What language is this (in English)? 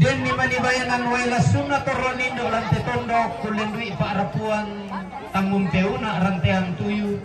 Toraja-Sa'dan